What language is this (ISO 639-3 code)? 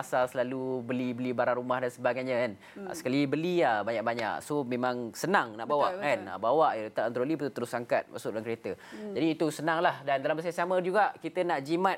msa